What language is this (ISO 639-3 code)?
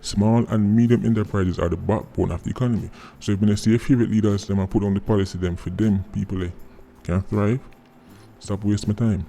jam